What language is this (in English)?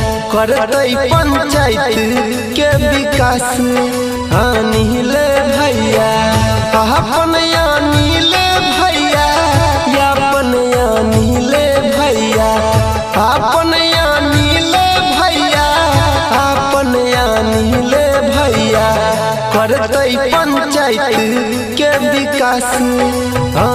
Maithili